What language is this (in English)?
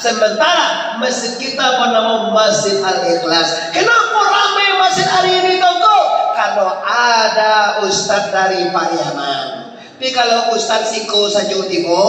Minangkabau